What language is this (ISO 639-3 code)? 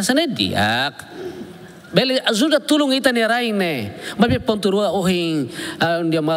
tet